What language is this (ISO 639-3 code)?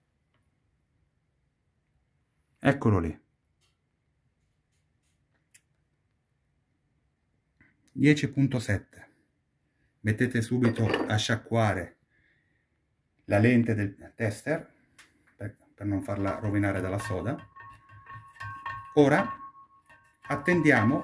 ita